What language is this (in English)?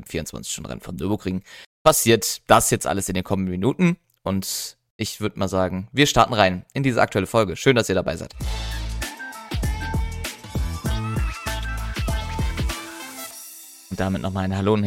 German